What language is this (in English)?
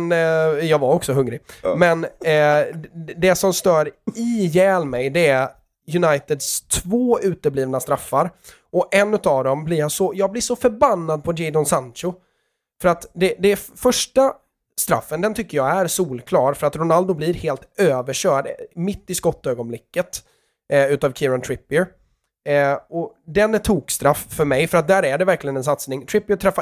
Swedish